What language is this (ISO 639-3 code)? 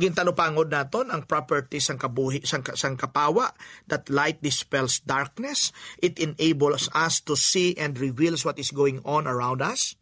hil